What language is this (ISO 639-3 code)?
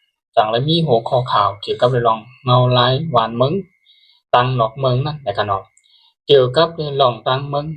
shn